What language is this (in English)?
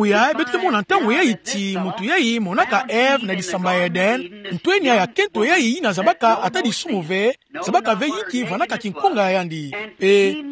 Kituba (Democratic Republic of Congo)